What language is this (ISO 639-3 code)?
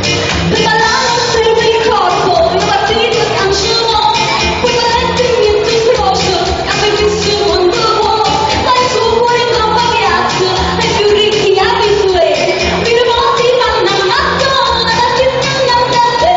nap